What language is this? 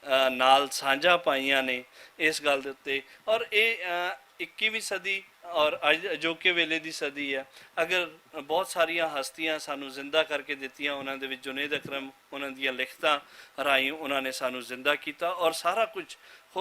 Western Panjabi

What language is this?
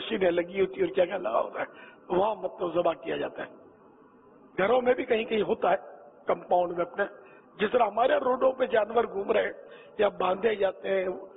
Urdu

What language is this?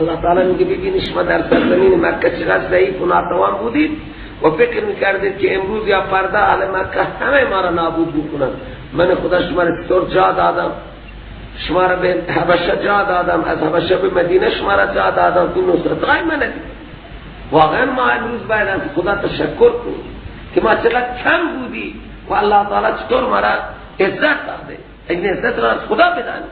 Persian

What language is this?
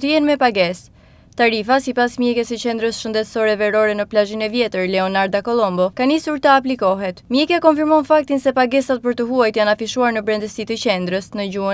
Albanian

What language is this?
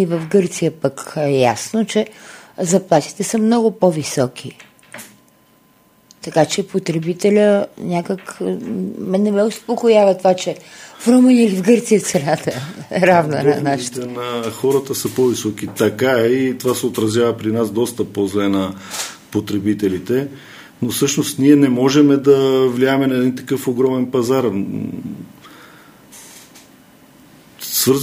Bulgarian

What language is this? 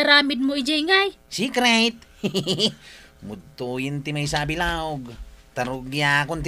Iloko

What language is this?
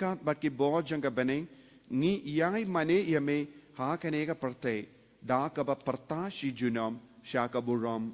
Khasi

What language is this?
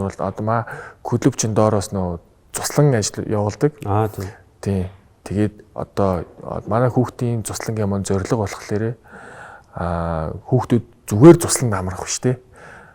Mongolian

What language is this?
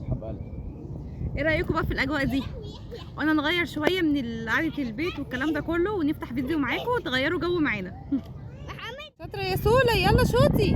Egyptian Arabic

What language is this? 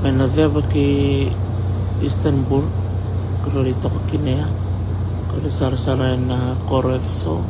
Fijian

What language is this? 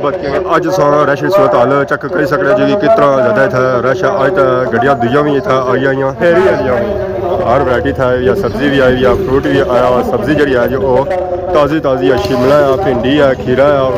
Pahari-Potwari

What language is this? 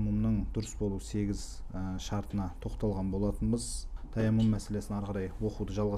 Kazakh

